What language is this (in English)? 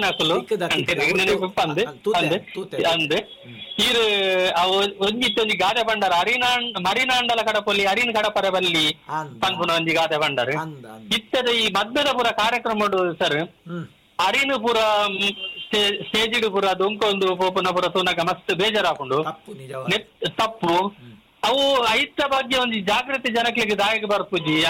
Tulu